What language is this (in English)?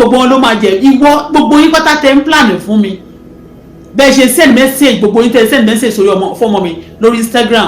Yoruba